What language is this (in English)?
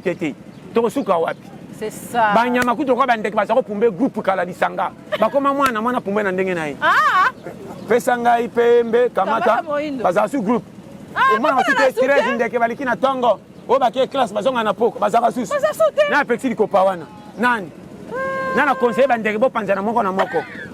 Lingala